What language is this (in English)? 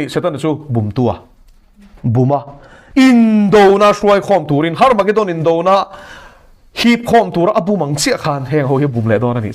Mizo